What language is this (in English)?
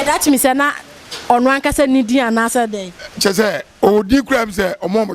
Akan